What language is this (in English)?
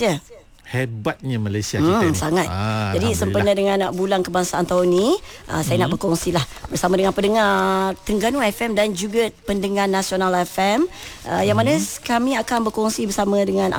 Malay